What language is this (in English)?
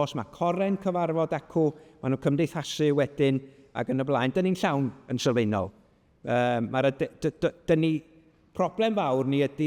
Welsh